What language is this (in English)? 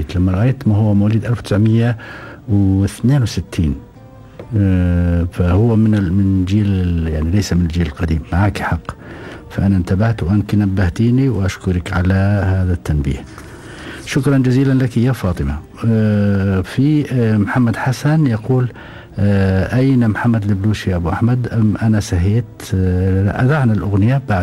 Gulf Arabic